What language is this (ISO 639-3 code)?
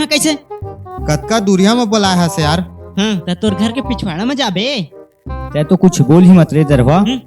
hne